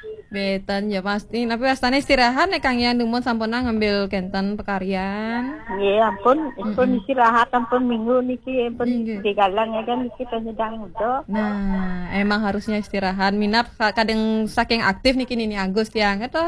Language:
Balinese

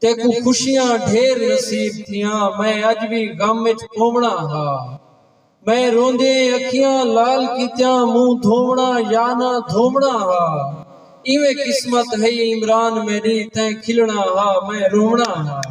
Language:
Saraiki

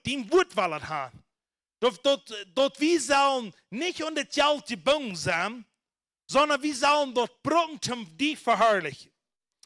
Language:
Plautdietsch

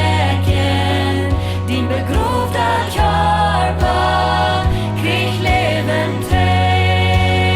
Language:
Plautdietsch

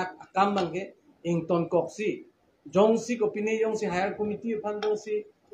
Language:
Karbi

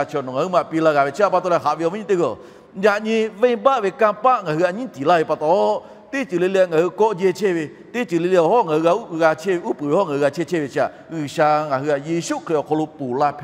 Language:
Lahu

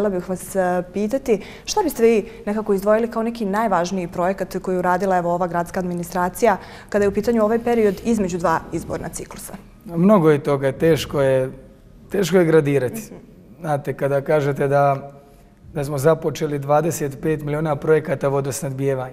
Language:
Bosnian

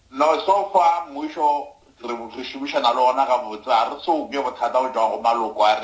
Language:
Northern Sotho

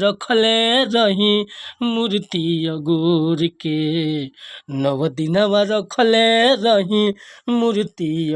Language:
Bhojpuri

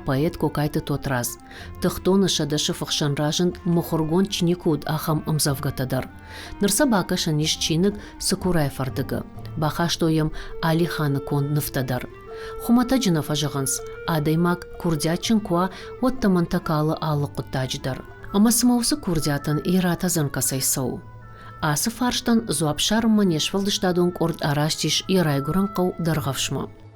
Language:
Ossetic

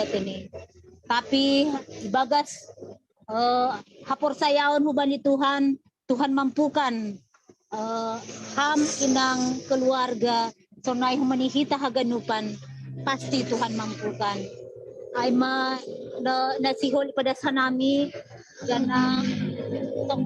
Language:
Batak Simalungun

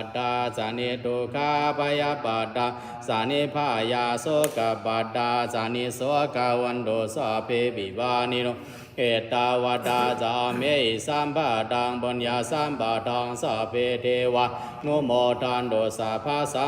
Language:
Pali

